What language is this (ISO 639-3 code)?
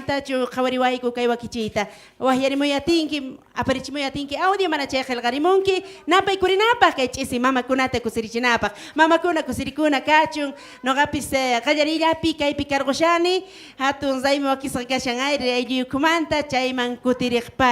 quh